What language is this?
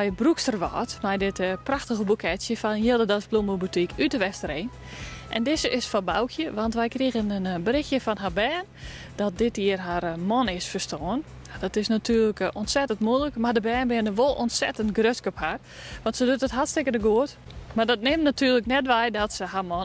Western Frisian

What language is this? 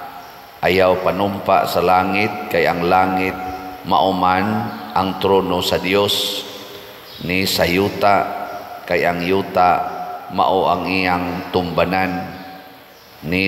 Cebuano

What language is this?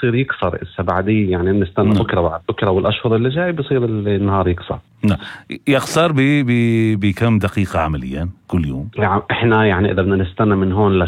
North Levantine Arabic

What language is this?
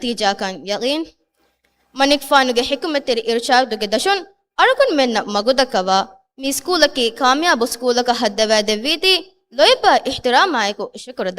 Divehi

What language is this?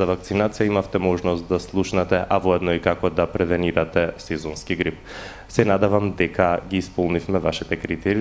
Macedonian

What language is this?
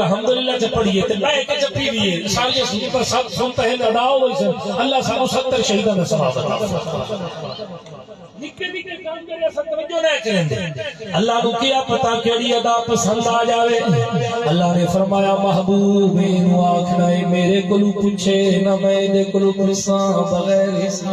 Saraiki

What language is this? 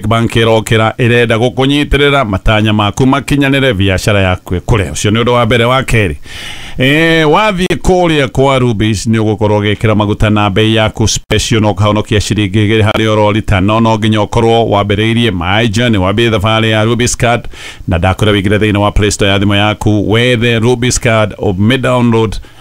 Kikuyu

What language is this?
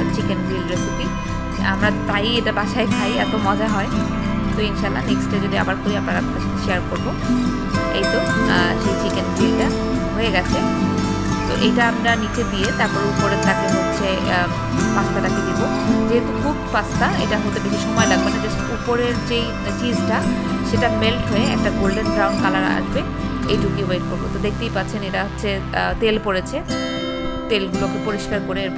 Bangla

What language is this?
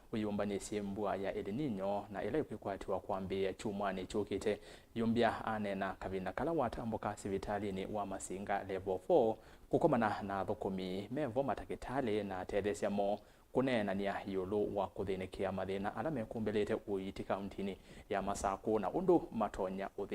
Kamba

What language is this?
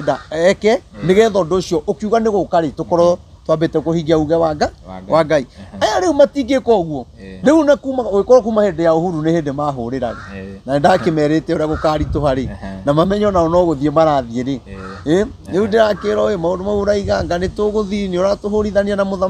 Kikuyu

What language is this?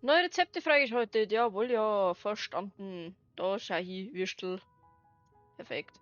Bavarian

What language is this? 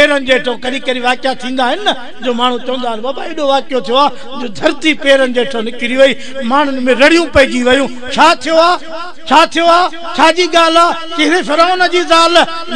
Sindhi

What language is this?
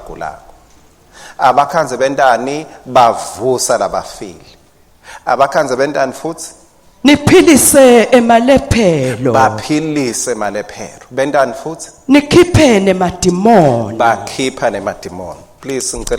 Swati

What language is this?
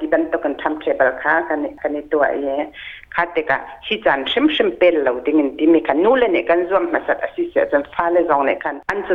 Hakha Chin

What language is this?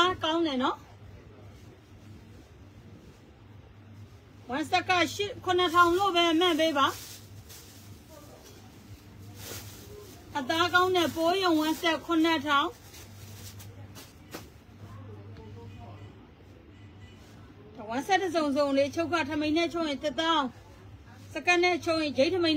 Burmese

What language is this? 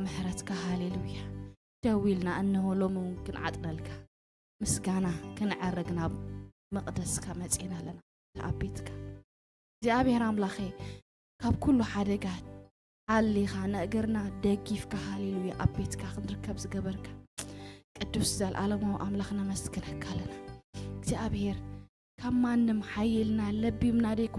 Tigrinya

